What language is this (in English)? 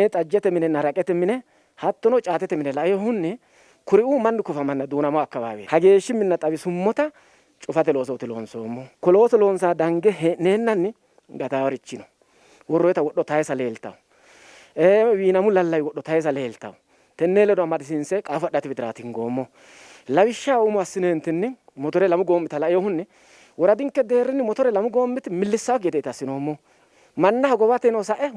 Sidamo